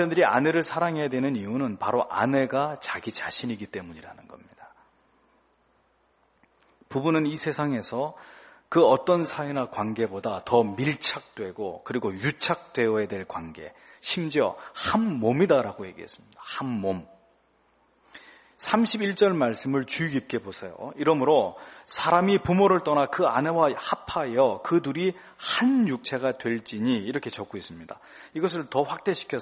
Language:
Korean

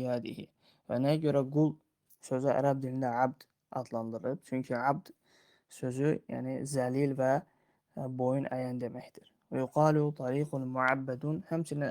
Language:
Azerbaijani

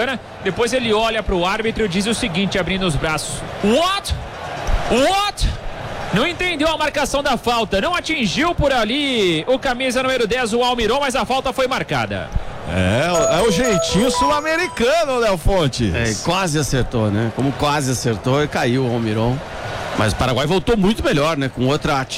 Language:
Portuguese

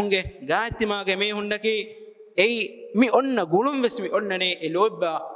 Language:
Divehi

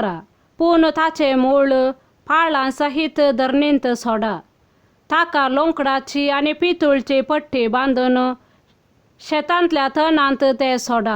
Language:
Konkani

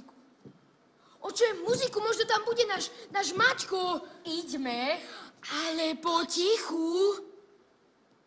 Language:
Slovak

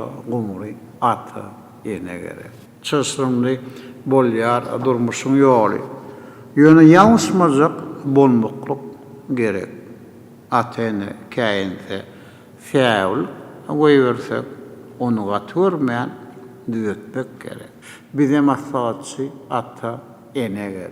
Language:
Turkmen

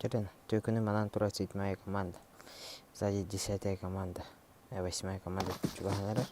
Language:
Yakut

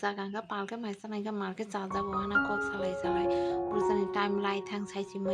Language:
Kok Borok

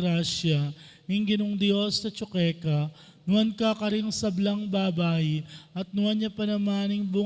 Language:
Pampanga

